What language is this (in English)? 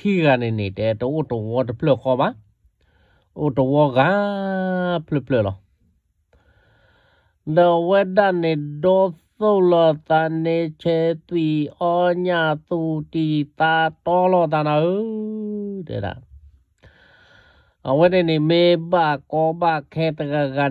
S'gaw Karen